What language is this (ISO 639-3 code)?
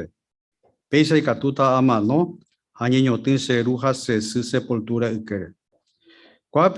grn